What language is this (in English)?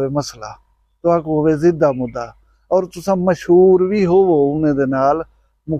Saraiki